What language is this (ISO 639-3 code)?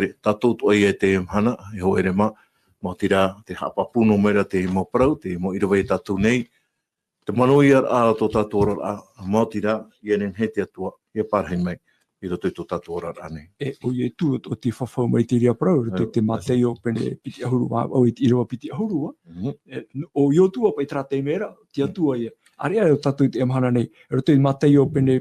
tah